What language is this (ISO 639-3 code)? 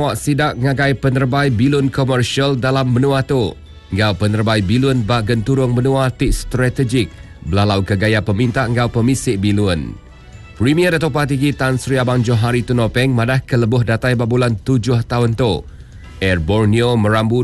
iba